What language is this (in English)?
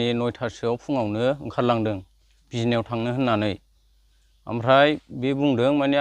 Bodo